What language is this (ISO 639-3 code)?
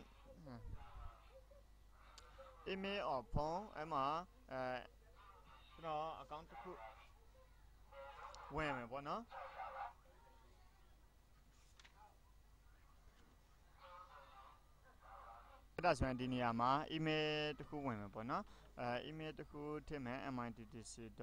mya